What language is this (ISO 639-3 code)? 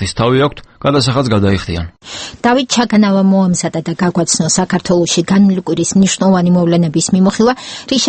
kat